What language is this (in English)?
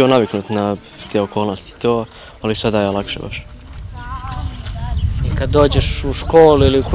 Serbian